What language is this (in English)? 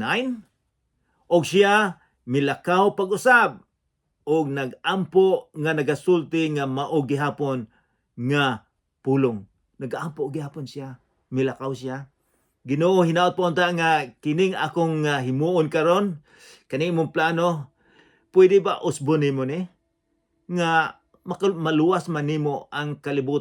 Cebuano